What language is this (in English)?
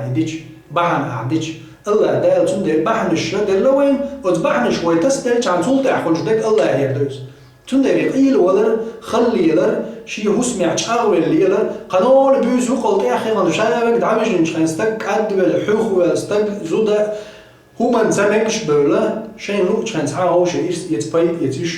Chechen